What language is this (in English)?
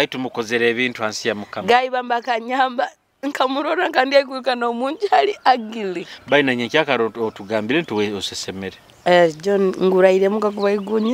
Nyoro